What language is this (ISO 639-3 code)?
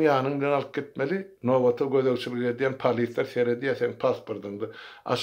tuk